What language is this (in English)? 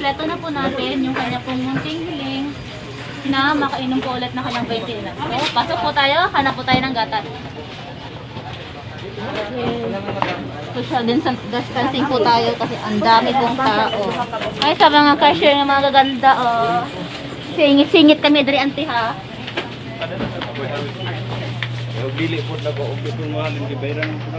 Filipino